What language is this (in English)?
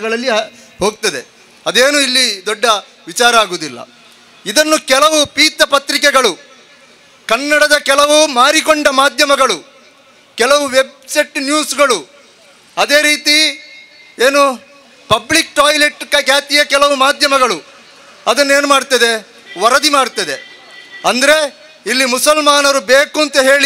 Kannada